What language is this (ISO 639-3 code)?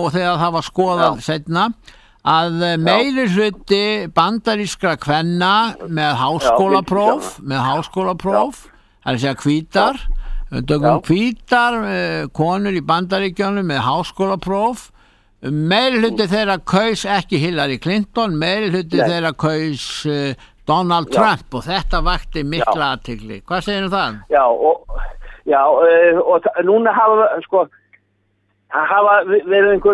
isl